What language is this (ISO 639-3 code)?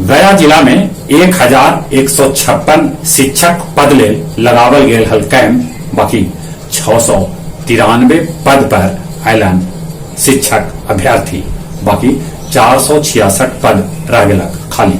mag